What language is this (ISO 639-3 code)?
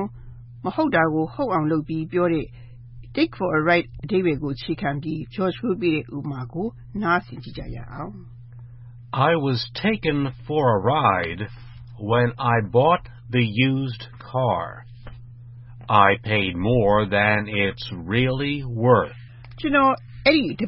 mya